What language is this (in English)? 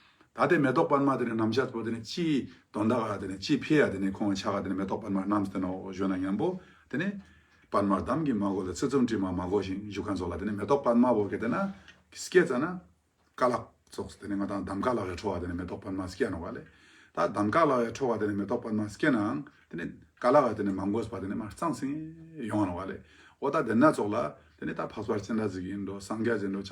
Ladakhi